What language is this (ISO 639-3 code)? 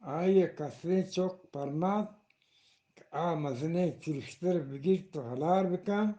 bgp